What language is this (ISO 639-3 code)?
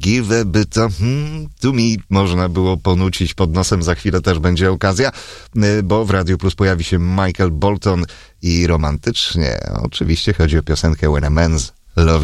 pol